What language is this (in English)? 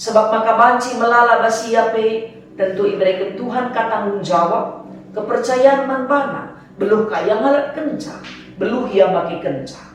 Batak Karo